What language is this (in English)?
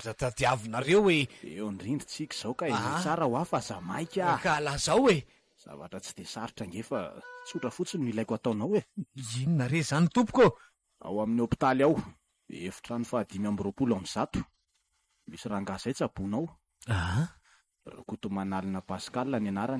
Malagasy